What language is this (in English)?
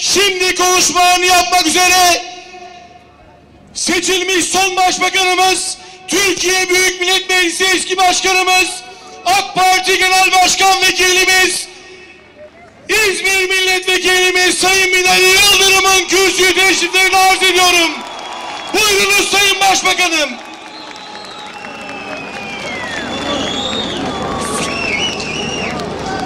Turkish